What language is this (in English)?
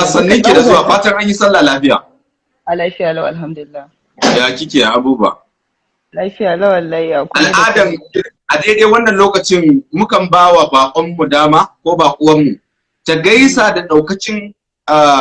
Hausa